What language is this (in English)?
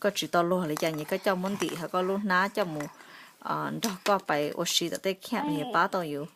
Hmong